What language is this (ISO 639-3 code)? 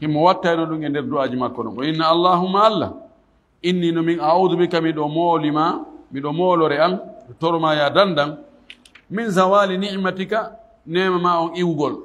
ful